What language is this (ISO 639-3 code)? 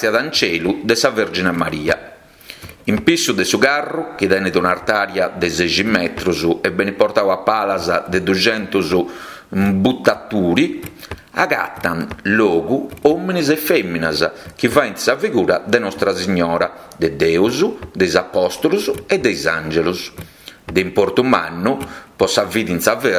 srd